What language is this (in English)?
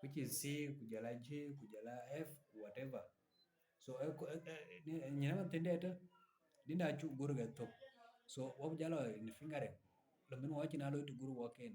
Dinka